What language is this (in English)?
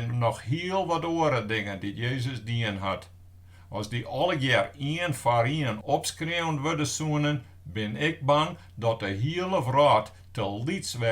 Western Frisian